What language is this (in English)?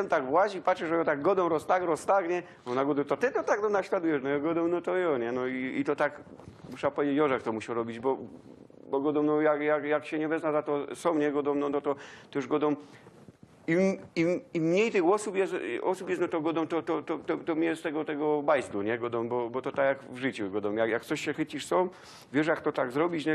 Silesian